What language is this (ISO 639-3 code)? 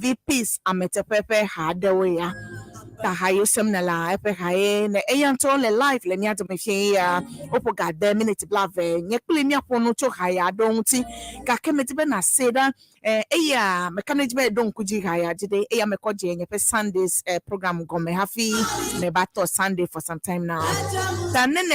ewe